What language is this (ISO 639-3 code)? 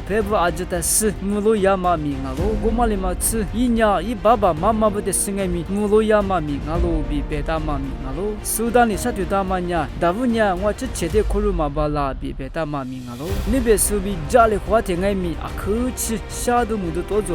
lis